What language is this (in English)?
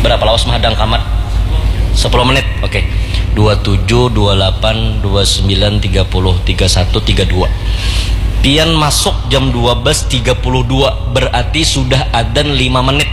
Banjar